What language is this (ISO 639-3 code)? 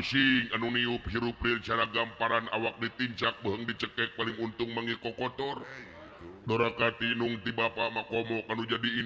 sun